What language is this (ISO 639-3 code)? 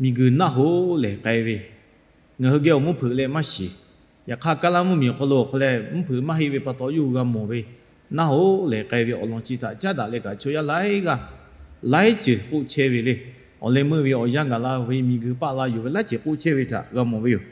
lhu